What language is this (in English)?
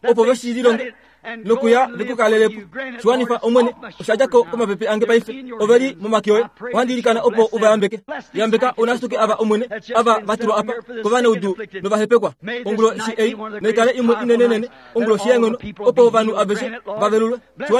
Kuanyama